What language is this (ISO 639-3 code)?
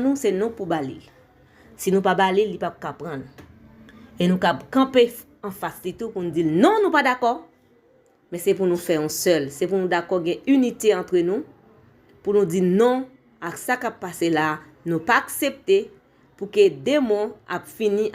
hat